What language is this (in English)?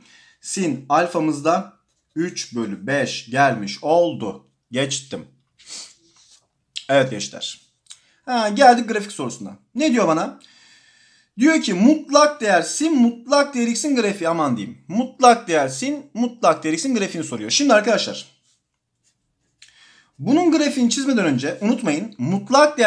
Turkish